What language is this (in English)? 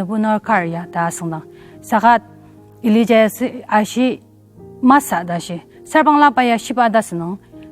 Ao Naga